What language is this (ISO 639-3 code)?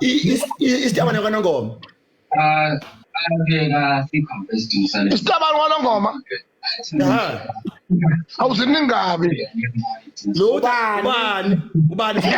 zul